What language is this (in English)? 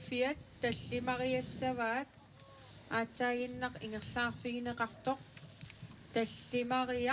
Kalaallisut